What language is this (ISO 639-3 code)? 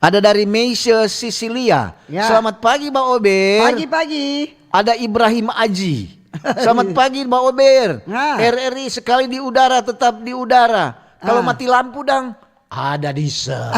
xmm